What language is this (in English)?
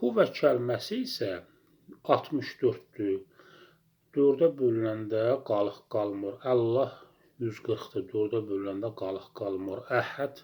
Azerbaijani